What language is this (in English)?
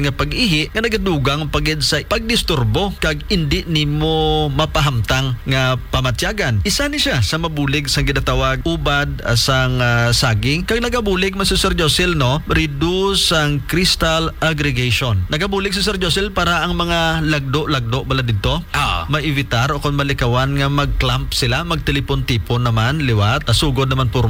Hiligaynon